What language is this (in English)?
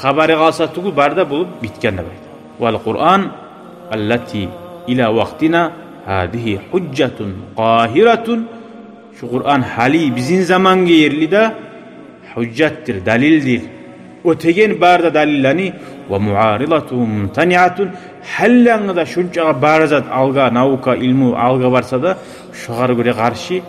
Kumyk